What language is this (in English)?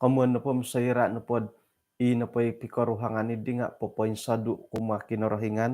Central Dusun